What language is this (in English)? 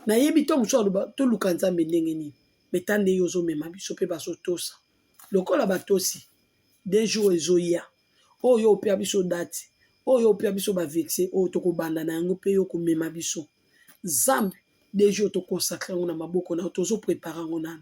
Lingala